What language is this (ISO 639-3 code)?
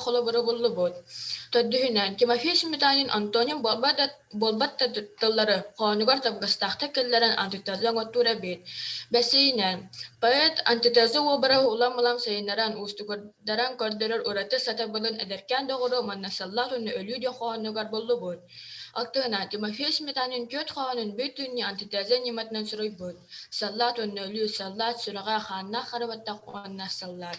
sah